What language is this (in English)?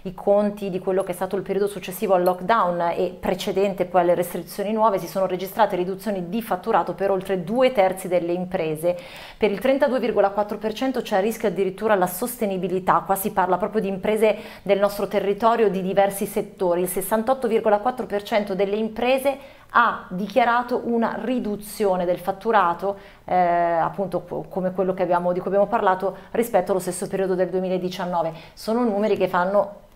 Italian